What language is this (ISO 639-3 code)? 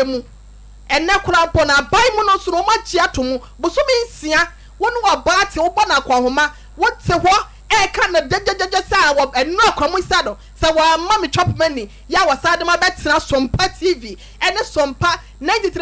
aka